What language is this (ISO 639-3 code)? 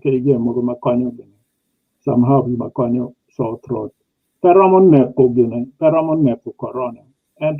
ach